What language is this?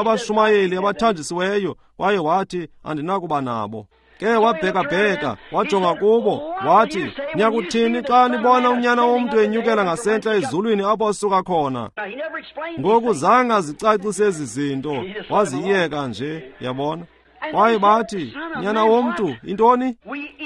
Xhosa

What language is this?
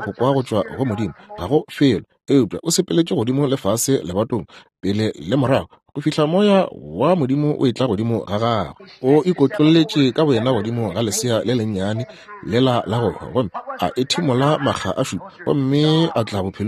Northern Sotho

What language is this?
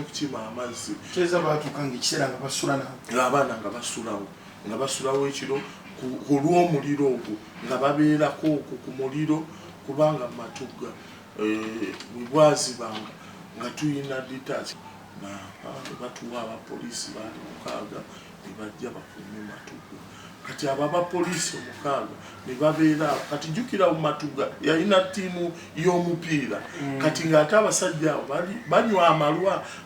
Ganda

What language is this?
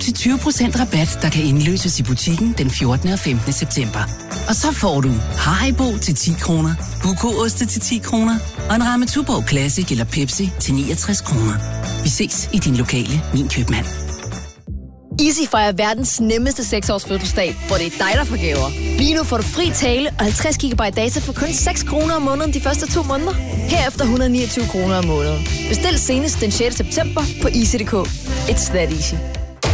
Danish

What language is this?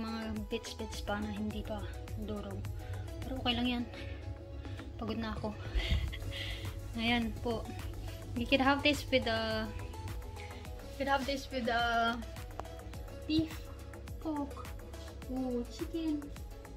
Filipino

